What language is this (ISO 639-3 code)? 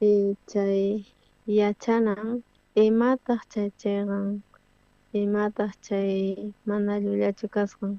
quh